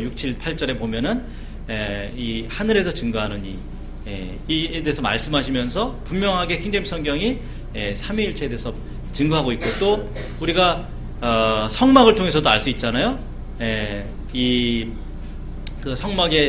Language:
Korean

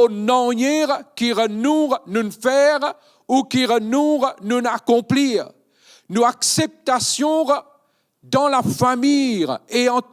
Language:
Morisyen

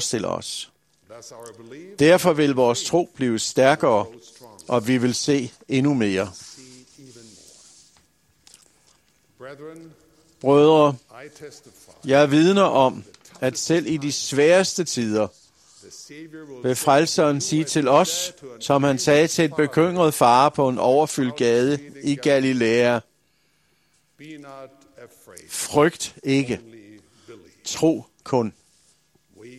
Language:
Danish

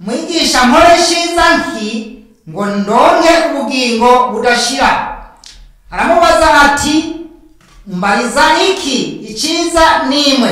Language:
Rundi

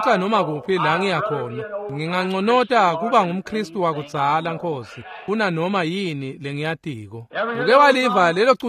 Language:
Swati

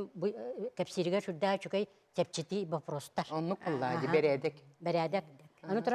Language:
Yakut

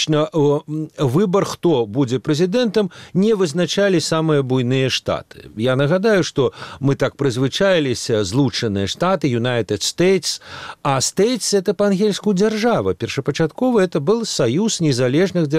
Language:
Belarusian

